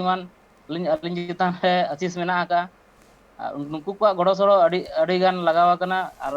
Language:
Santali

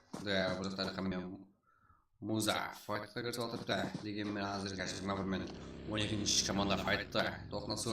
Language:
Kara-Kalpak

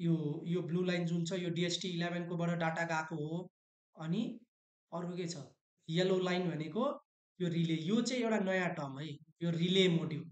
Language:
Nepali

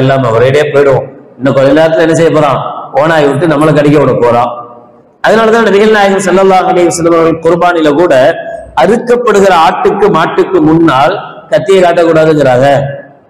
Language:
Tamil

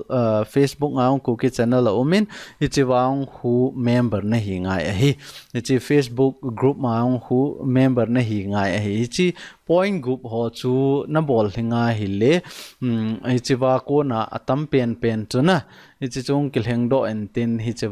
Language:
Thado Chin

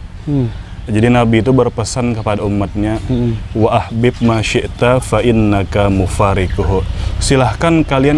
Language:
Banjar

